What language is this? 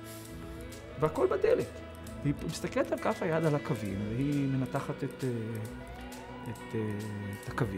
Hebrew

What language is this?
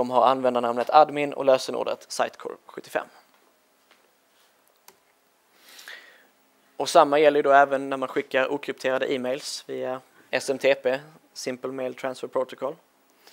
Swedish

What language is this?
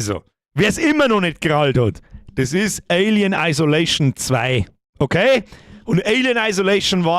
Bavarian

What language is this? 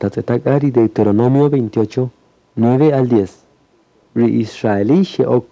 Kaqchikel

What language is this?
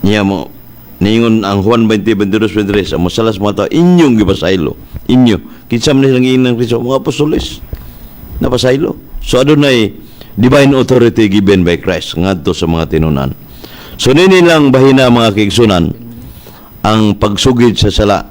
Cebuano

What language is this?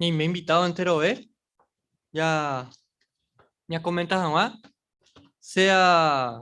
Guarani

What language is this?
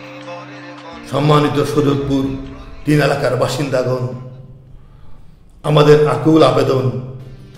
Bangla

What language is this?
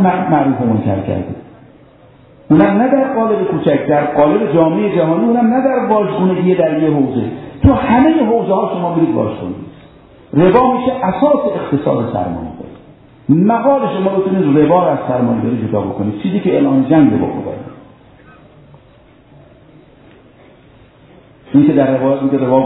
Persian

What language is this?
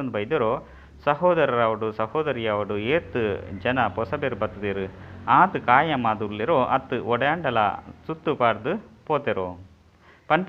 Tulu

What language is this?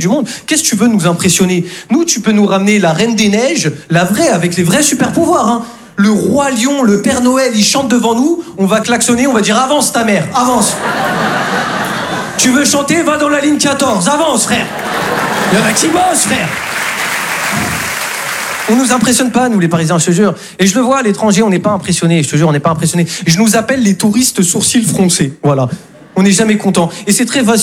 French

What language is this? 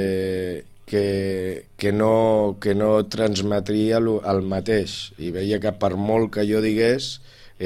Catalan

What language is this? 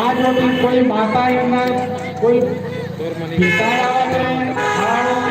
Chhattisgarhi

